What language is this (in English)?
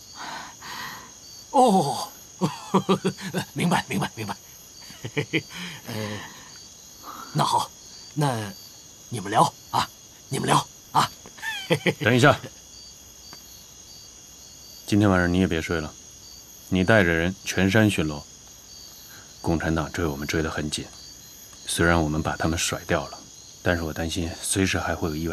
Chinese